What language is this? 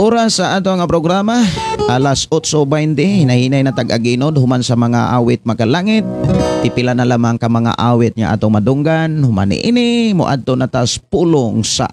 Cebuano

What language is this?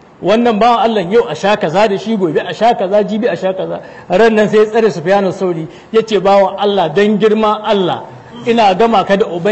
Hausa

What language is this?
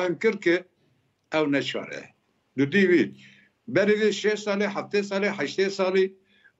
Kurdish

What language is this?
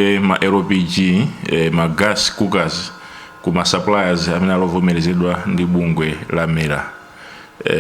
Nyanja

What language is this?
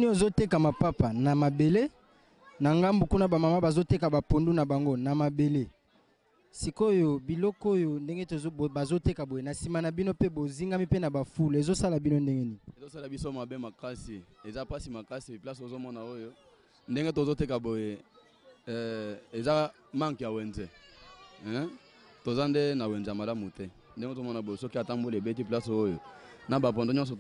Lingala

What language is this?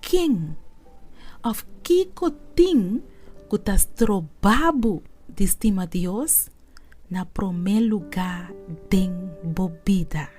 Papiamento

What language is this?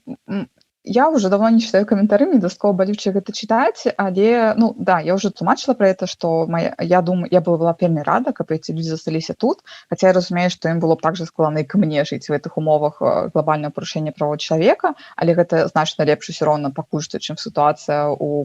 Belarusian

